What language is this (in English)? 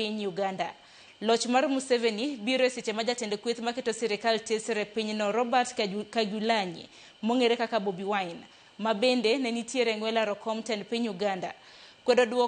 Luo (Kenya and Tanzania)